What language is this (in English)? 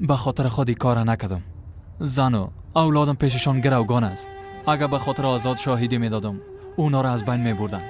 Persian